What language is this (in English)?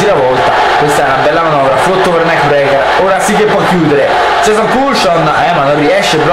Italian